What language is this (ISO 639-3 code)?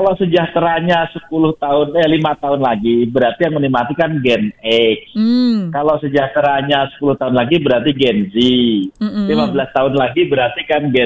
ind